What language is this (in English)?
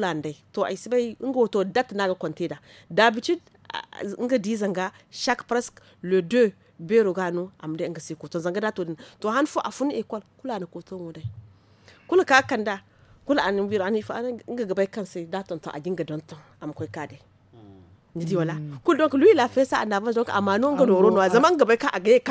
Zarma